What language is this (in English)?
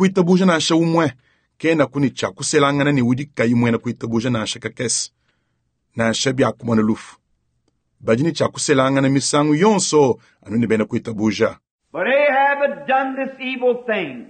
Luba-Lulua